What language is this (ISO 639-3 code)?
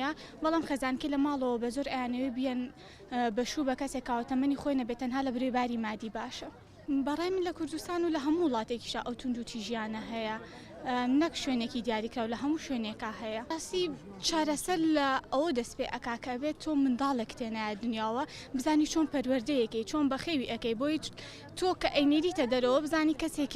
ckb